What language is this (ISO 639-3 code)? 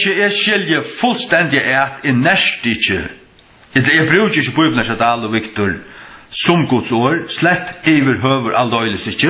fao